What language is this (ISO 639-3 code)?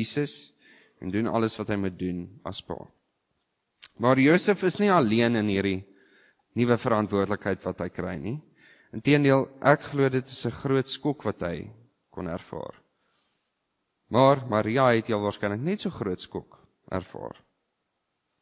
afr